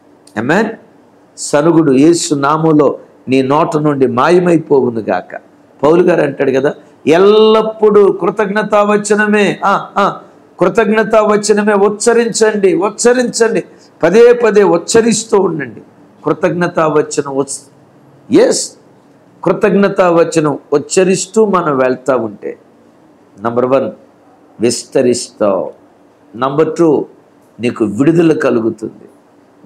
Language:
Telugu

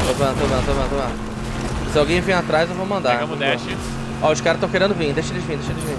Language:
Portuguese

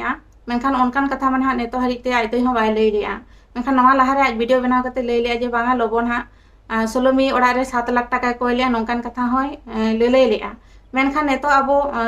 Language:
Santali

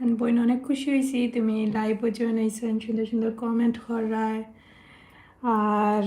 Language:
Sylheti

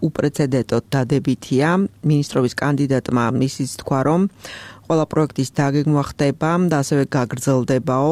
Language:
Georgian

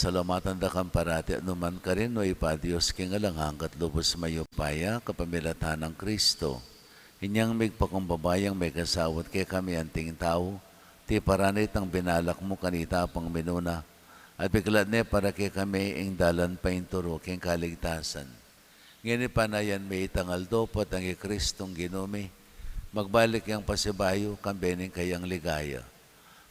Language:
Pampanga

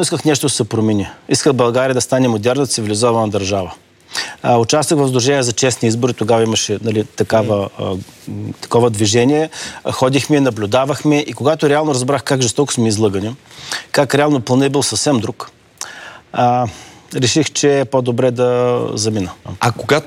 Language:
Bulgarian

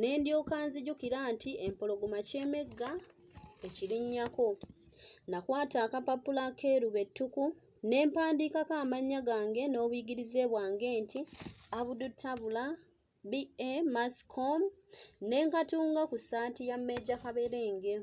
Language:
Ganda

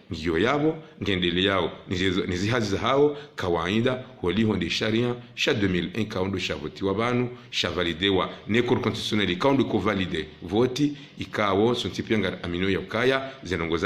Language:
Ngazidja Comorian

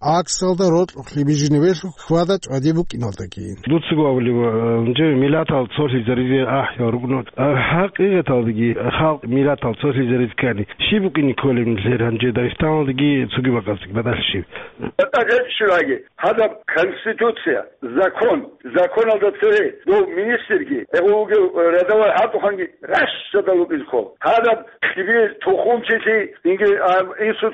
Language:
Avaric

